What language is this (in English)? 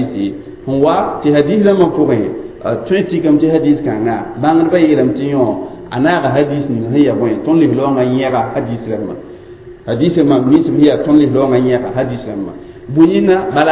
Mossi